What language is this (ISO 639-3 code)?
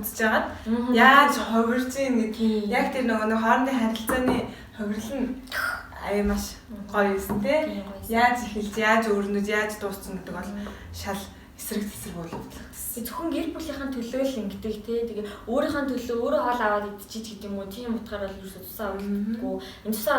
mon